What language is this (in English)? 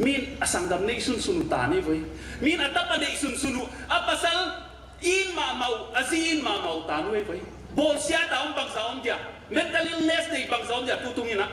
Paite Chin